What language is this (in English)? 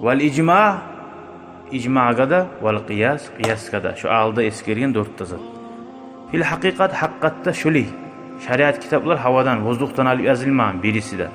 Kumyk